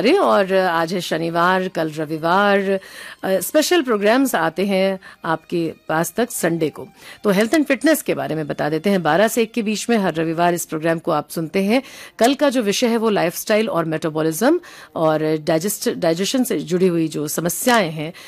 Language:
Hindi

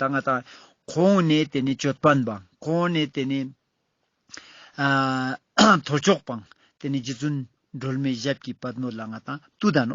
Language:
Ladakhi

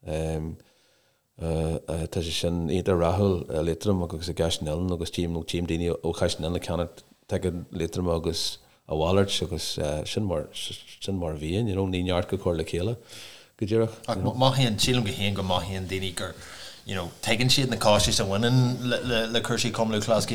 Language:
Irish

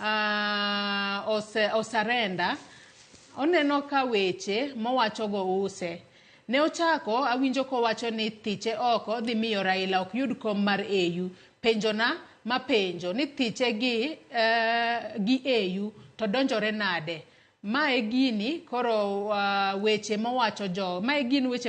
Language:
Luo (Kenya and Tanzania)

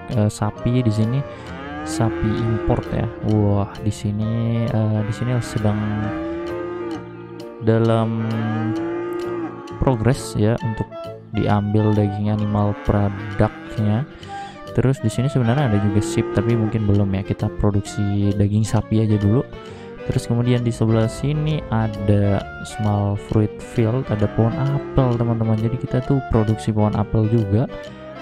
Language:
Indonesian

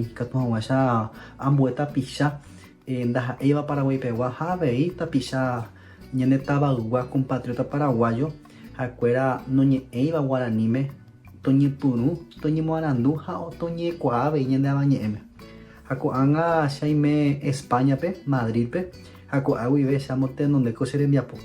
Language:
Guarani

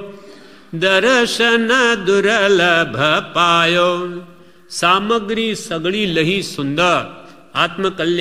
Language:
Gujarati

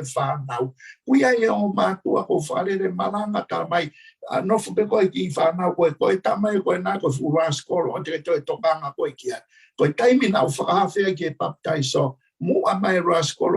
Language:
Tongan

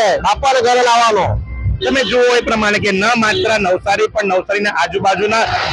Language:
Gujarati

